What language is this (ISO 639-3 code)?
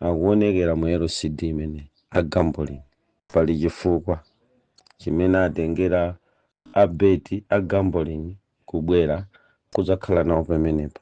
nya